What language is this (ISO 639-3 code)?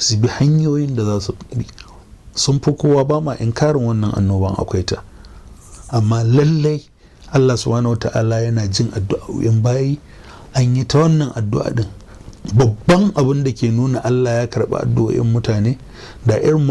hau